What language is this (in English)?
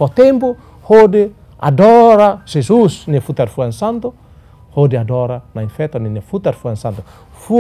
Tetum